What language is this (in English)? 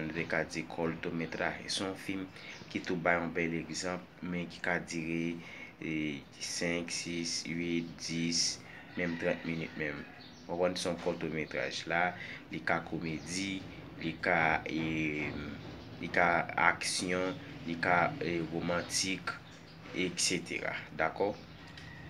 Haitian Creole